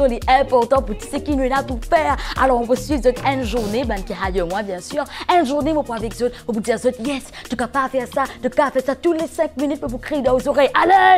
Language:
Morisyen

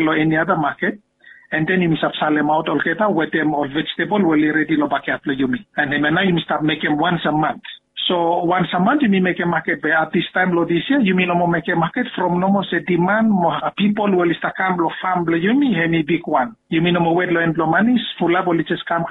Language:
Bislama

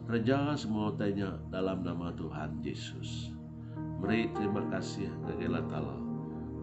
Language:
Iban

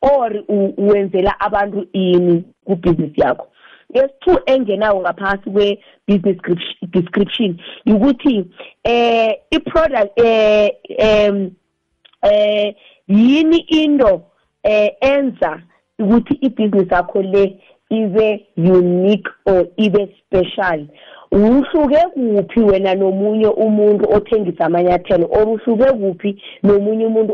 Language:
South Ndebele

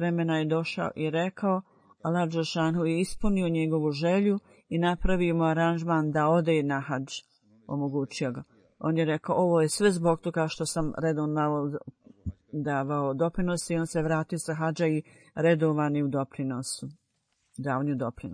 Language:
Bosnian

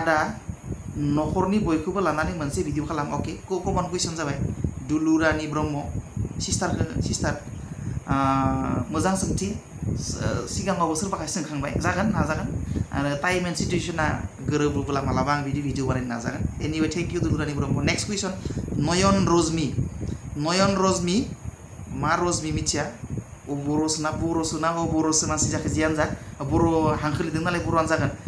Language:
Bodo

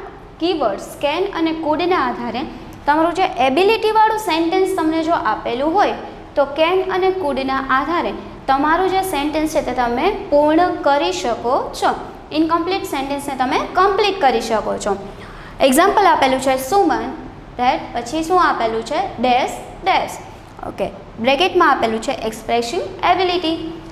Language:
Gujarati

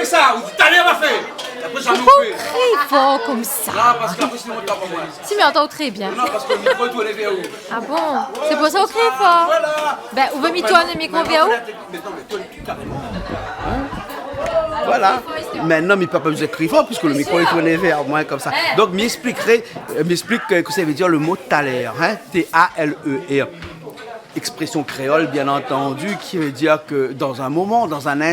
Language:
Réunion Creole French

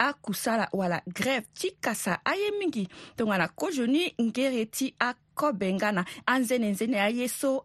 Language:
Sango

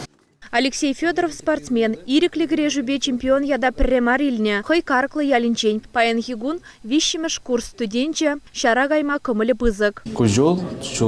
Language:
Chuvash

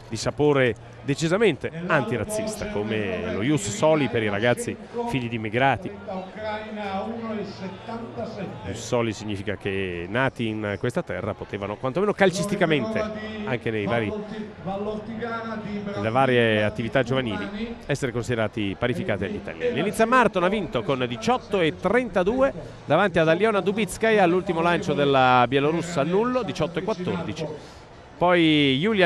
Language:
Italian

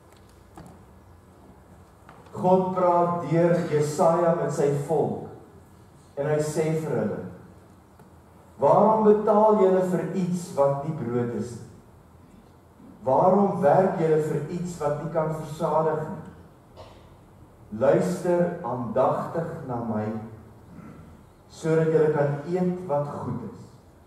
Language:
Afrikaans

